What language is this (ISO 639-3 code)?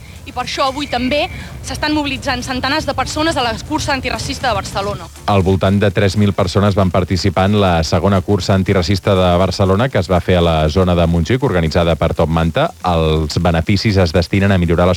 cat